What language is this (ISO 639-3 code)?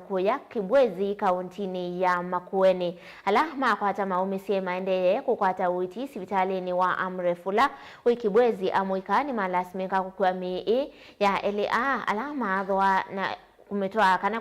kam